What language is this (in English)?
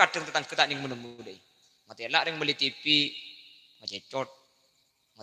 Madurese